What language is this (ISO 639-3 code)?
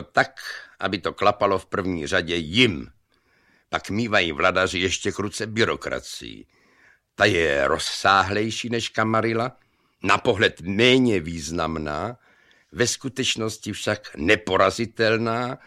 ces